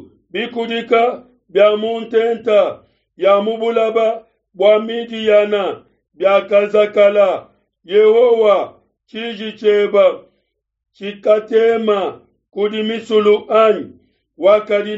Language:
Luba-Lulua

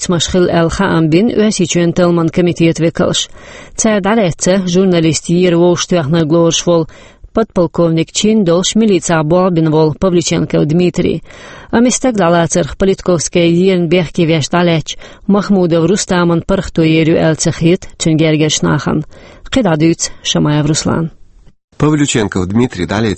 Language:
Chechen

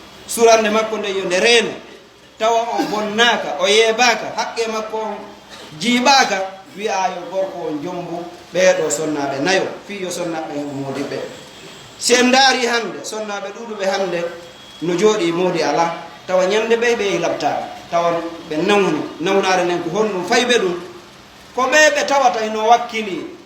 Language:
Fula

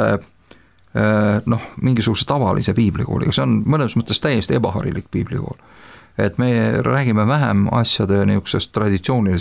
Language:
Estonian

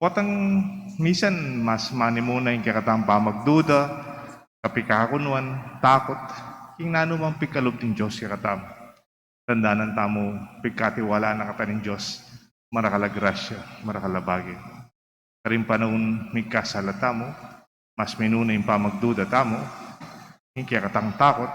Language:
Pampanga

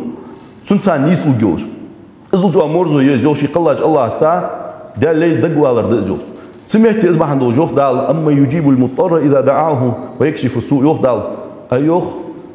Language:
Ingush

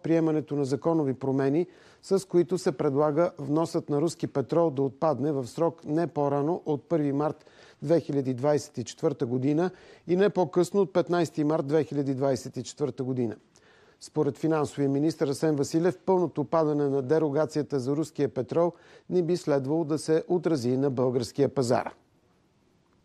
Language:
Bulgarian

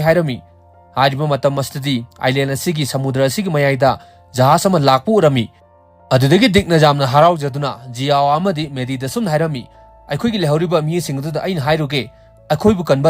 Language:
Manipuri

